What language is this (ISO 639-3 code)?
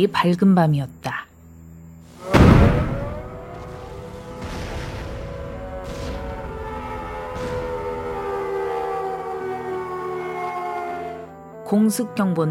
kor